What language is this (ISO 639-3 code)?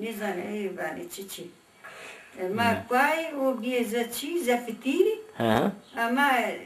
zza